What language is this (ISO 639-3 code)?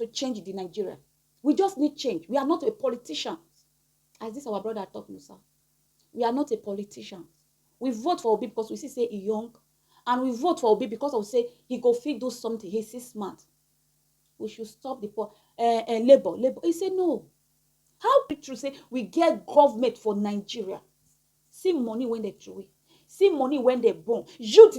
pcm